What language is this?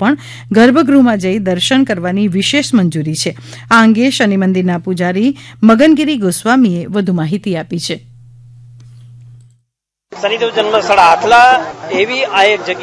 Gujarati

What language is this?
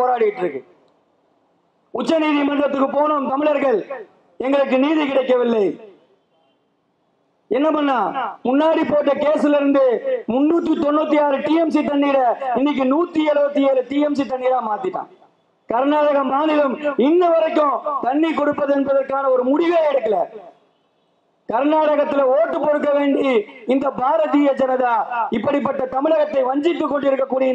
Tamil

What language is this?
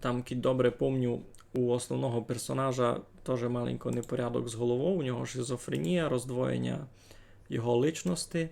Rusyn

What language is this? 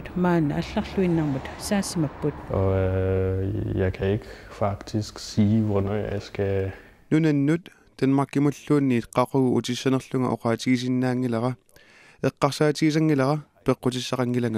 Kalaallisut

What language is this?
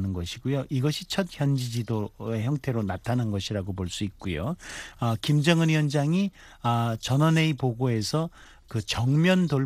Korean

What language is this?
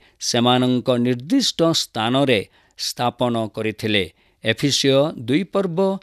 Odia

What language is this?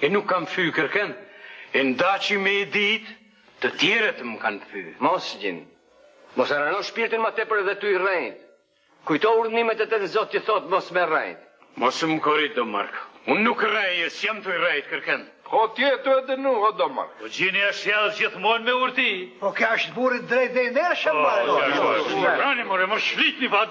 Albanian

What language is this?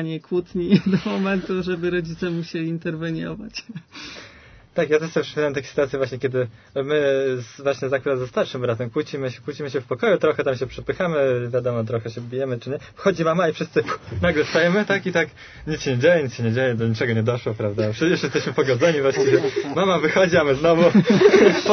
Polish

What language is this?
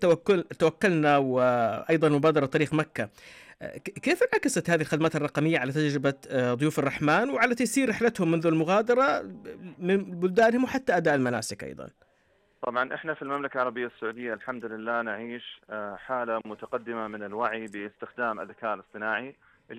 Arabic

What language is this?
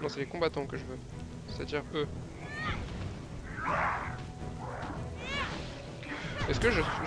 French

